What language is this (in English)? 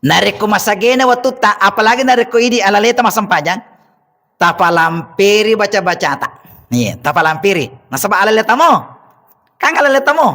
Buginese